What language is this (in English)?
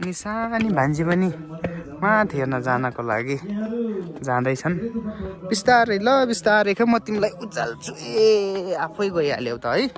Nepali